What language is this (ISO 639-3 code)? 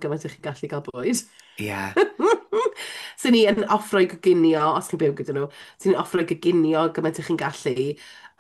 cym